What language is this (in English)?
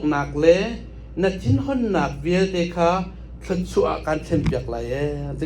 Hakha Chin